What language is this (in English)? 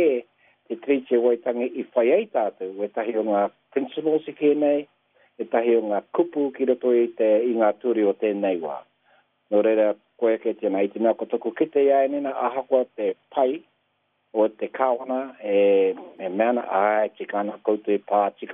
Māori